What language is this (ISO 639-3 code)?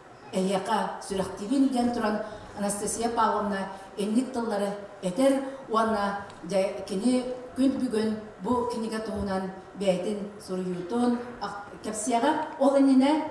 sah